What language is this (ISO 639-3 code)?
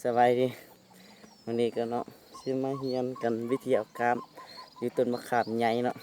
lao